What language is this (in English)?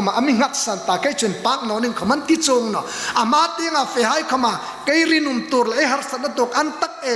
Hmar